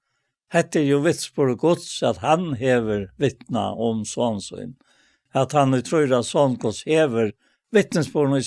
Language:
Faroese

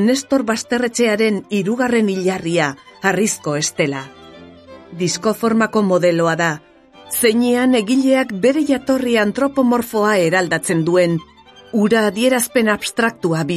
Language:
Basque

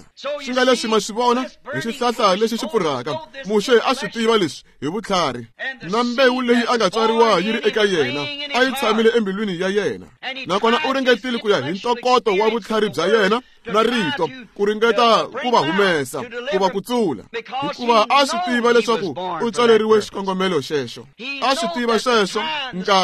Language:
Tsonga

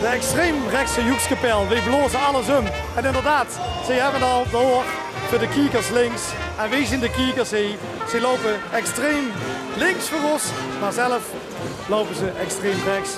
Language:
Limburgish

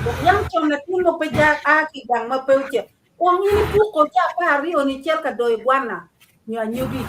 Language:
Acoli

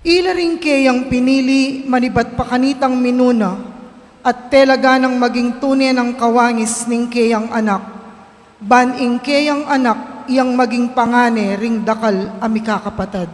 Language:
Pampanga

